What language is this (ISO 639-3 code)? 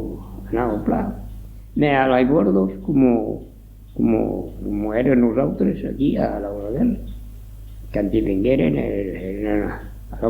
oci